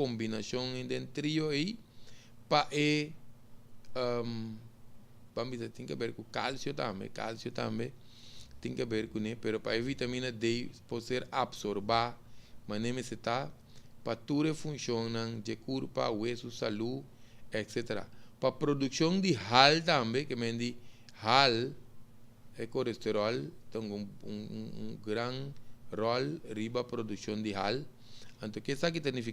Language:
Papiamento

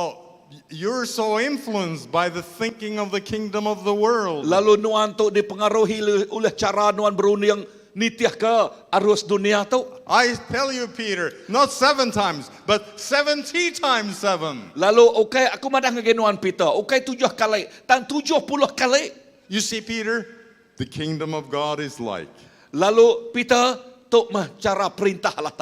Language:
Iban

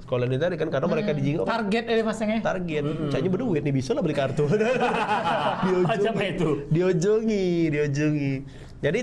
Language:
Musi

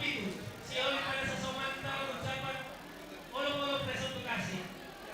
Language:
Batak Simalungun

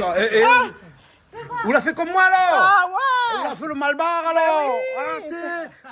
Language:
Réunion Creole French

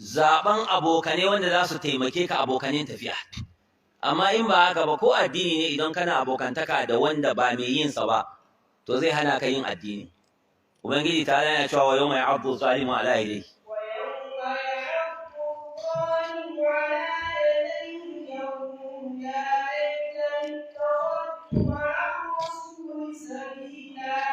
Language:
Hausa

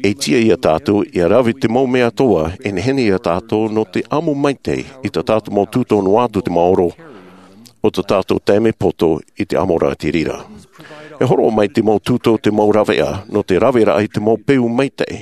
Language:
Tahitian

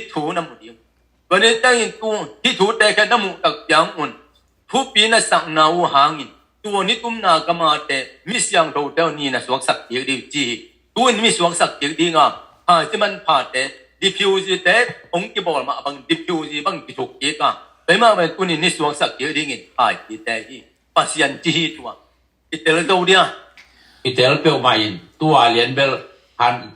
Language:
Tedim Chin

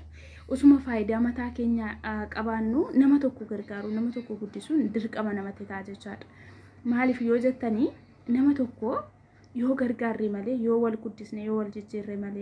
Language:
Oromo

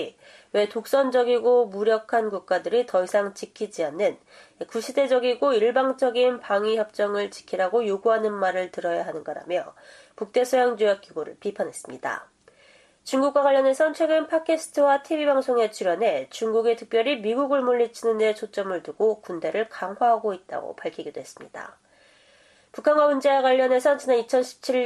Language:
Korean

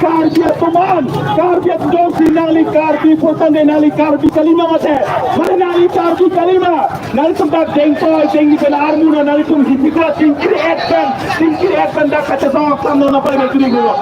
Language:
Karbi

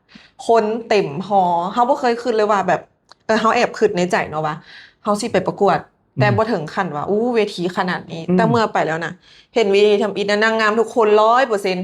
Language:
Lao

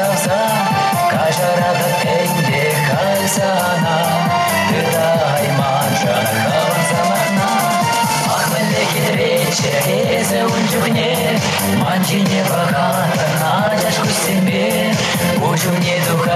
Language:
Chuvash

